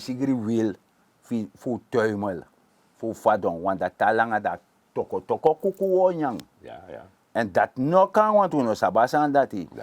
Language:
Sranan Tongo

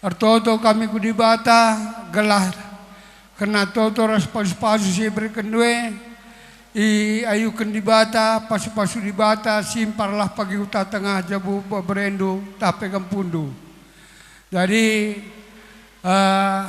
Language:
Batak Karo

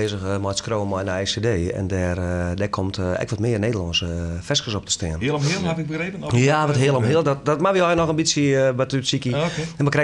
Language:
Western Frisian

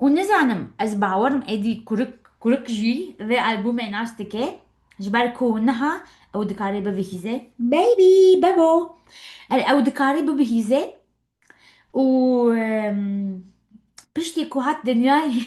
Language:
Kurdish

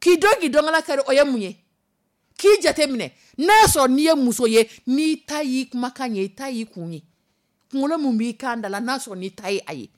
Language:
Dyula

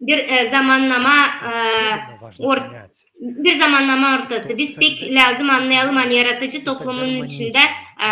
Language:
Gagauz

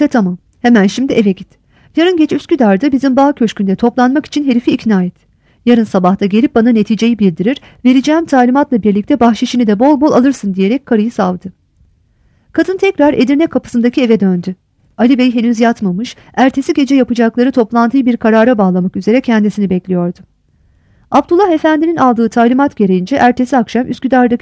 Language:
Turkish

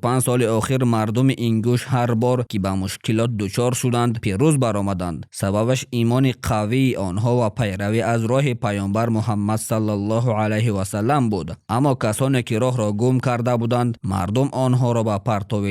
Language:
Tajik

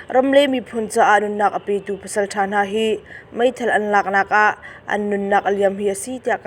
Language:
Hakha Chin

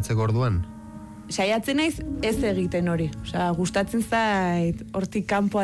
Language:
Basque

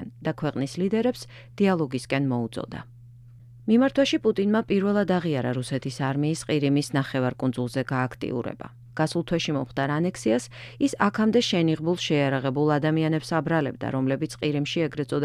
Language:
Georgian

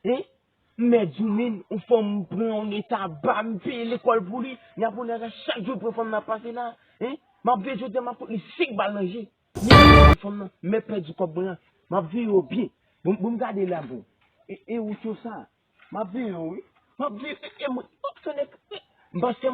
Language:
Haitian Creole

